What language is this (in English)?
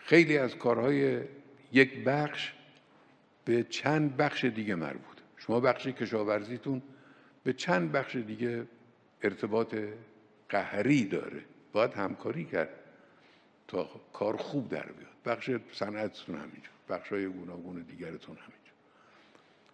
Persian